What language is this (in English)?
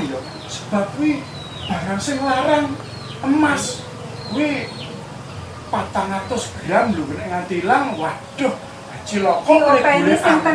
Javanese